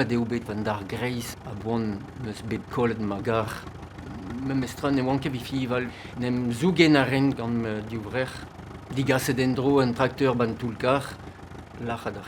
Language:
Breton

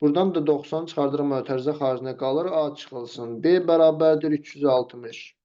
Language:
Azerbaijani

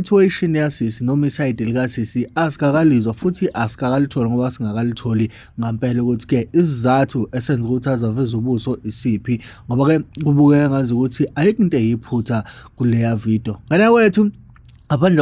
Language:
Zulu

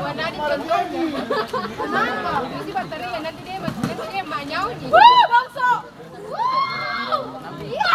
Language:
Ambonese Malay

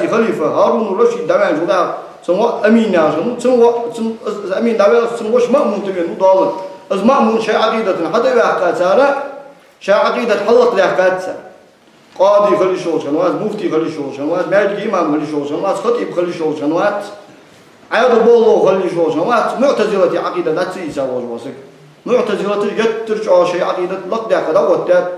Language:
Ingush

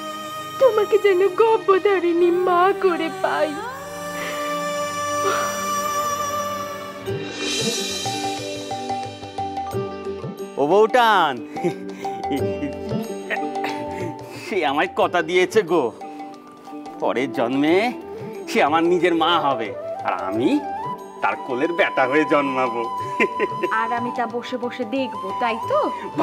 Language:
Bangla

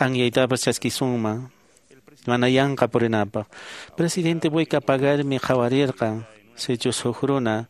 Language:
Quechua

